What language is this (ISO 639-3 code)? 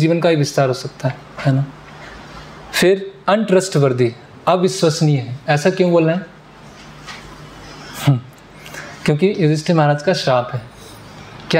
hin